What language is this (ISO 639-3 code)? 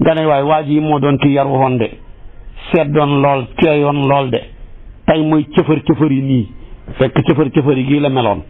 wol